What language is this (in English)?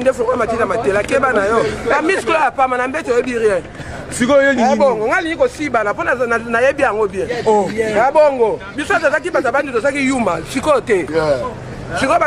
Lingala